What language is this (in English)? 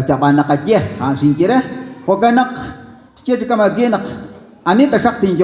Kekchí